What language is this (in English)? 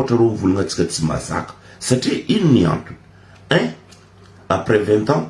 Malagasy